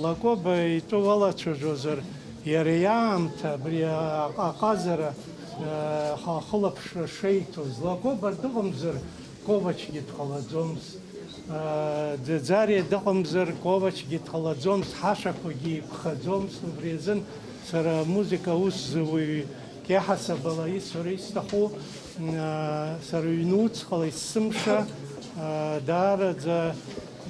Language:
Abkhazian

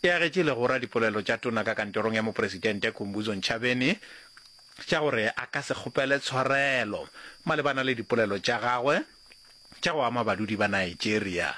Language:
Northern Sotho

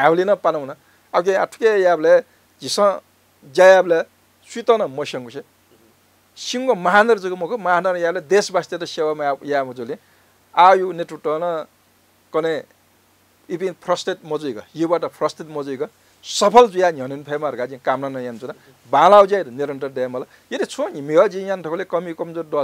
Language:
Newari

